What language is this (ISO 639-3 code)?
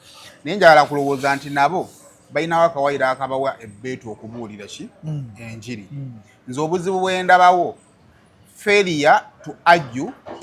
lug